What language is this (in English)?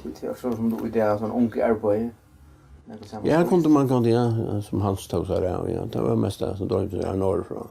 Faroese